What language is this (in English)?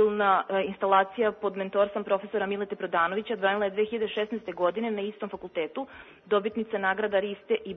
Serbian